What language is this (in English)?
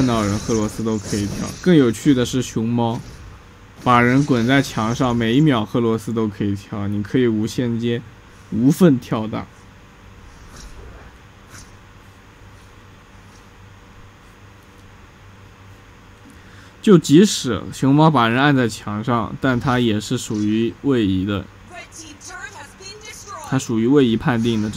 Chinese